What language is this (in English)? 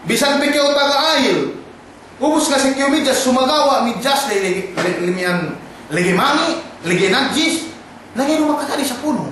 Yakan